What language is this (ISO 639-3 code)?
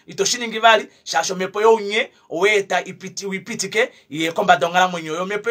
kua